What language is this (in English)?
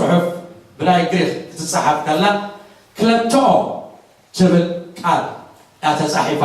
Tigrinya